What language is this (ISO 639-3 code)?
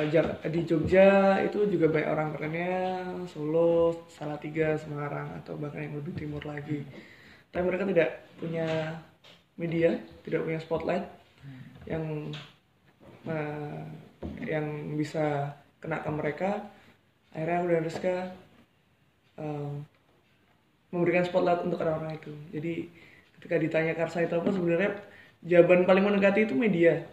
ind